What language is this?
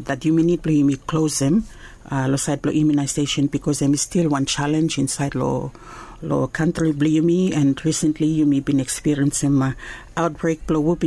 Bislama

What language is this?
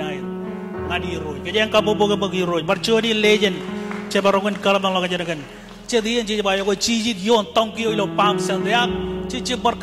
Marshallese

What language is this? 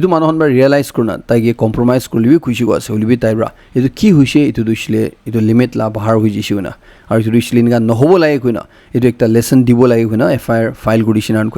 Naga Pidgin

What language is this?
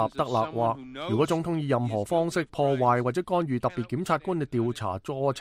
Cantonese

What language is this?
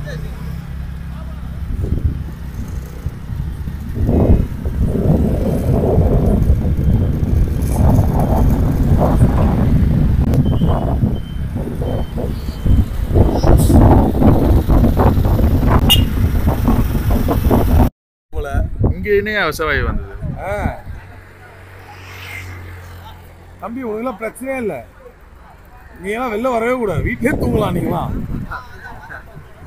Tamil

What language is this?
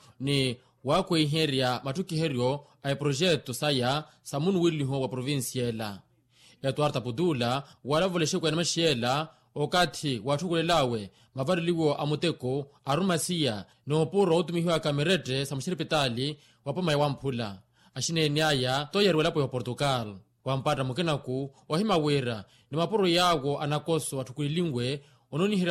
Makhuwa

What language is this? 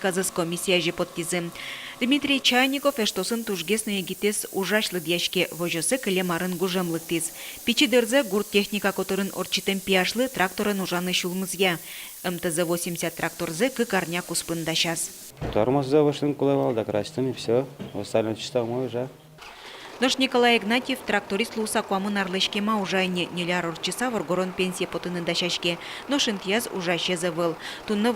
Udmurt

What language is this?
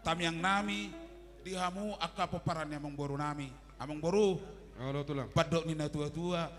Batak Toba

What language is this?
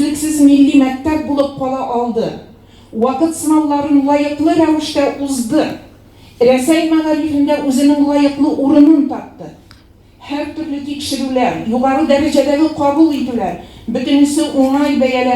Tatar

